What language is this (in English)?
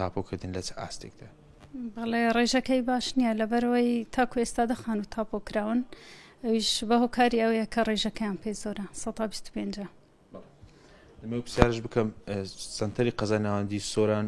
Central Kurdish